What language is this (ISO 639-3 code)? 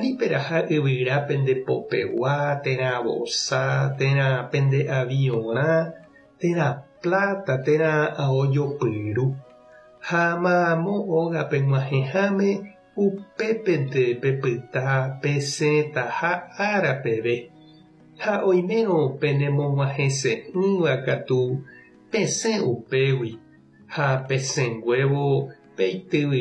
grn